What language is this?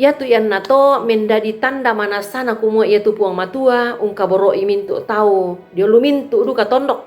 Toraja-Sa'dan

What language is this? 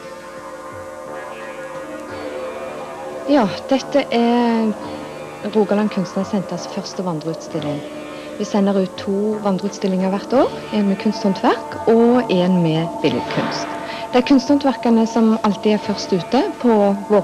Norwegian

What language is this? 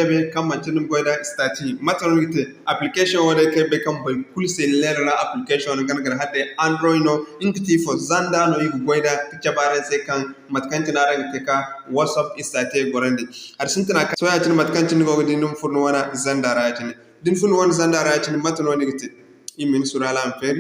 Zarma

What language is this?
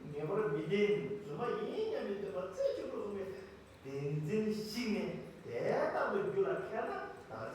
Tibetan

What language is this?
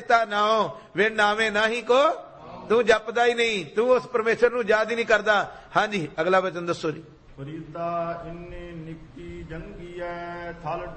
Punjabi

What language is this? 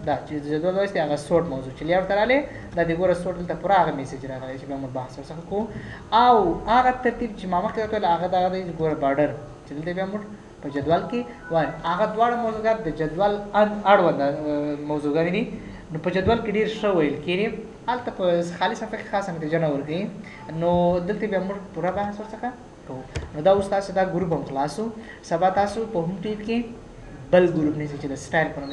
Pashto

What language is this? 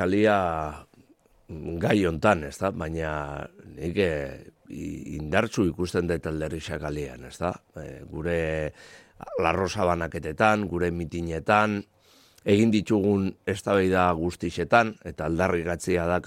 Basque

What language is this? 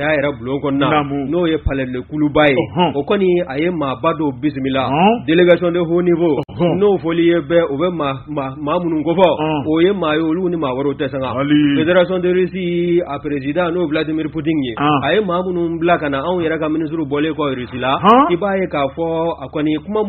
Bambara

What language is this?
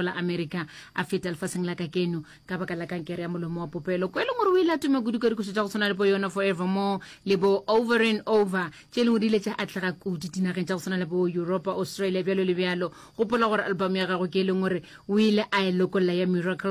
Northern Sotho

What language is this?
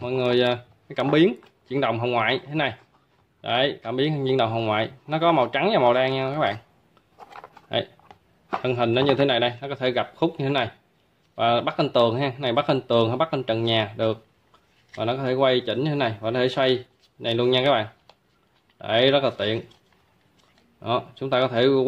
Vietnamese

